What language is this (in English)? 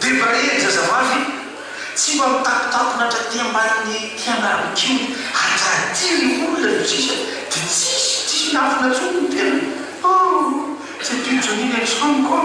Malagasy